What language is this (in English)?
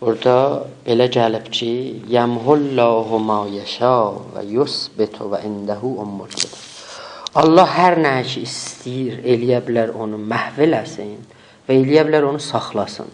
South Azerbaijani